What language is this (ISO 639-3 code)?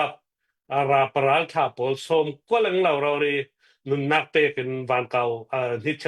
cnh